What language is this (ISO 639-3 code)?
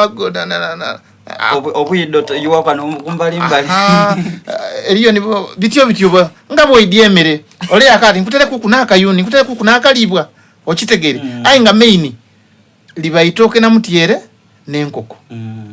xog